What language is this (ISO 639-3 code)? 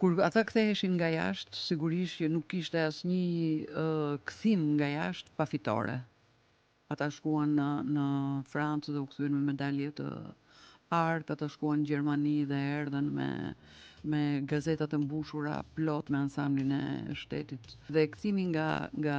sqi